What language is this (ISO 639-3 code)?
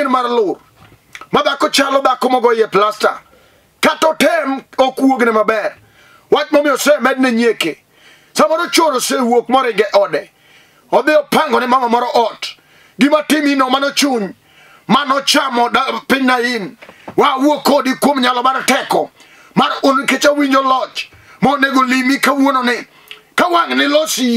luo